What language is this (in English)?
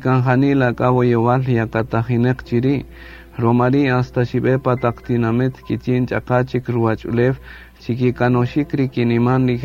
Kaqchikel